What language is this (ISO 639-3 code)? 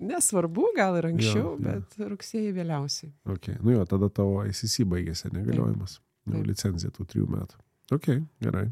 lit